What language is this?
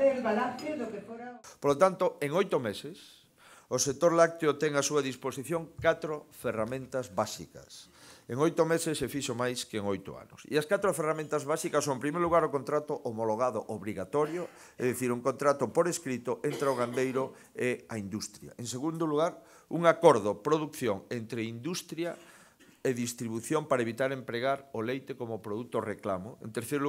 Galician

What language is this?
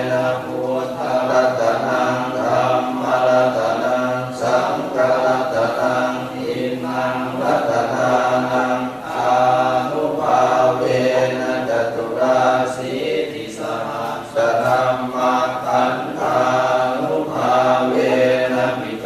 Pali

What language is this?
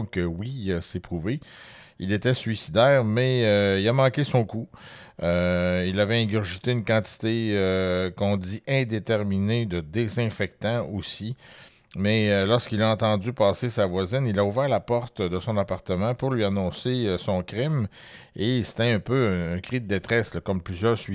French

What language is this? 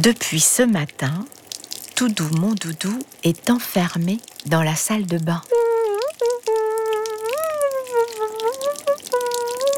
French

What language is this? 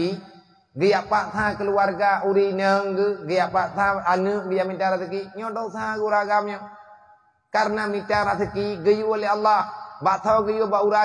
Achinese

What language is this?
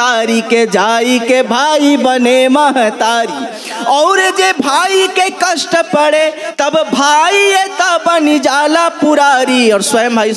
Bhojpuri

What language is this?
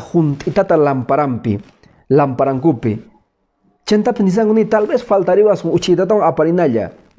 Quechua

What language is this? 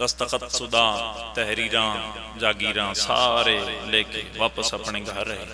Pahari-Potwari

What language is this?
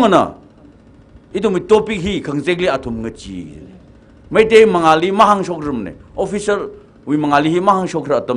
Tangkhul Naga (India)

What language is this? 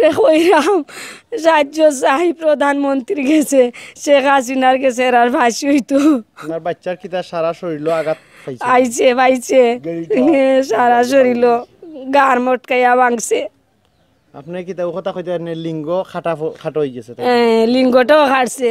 Sylheti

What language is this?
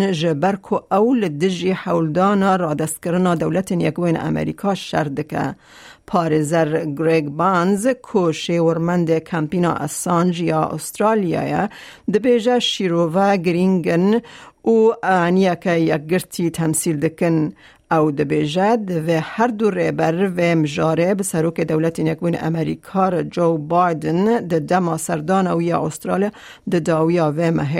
Kurdish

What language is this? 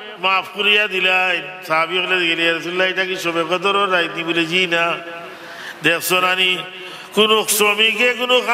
Sylheti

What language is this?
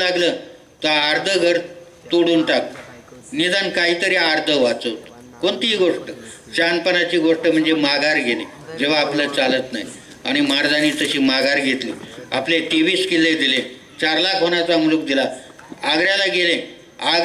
Marathi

